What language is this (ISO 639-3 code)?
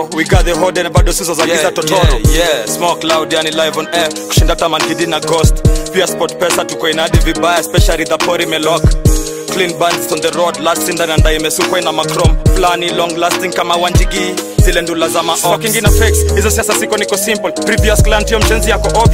swa